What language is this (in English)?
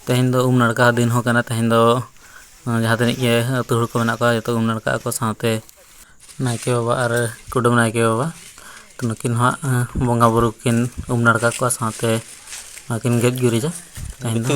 Santali